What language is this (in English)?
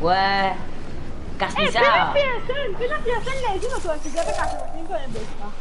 Morisyen